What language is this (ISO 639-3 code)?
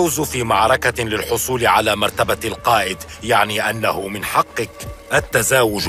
ara